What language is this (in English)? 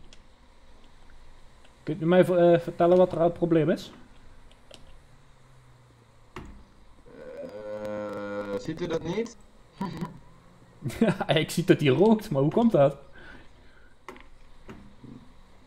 Dutch